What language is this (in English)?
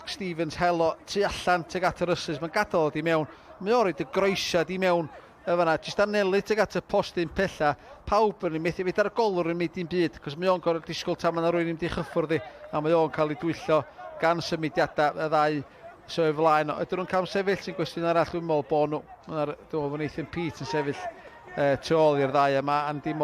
Welsh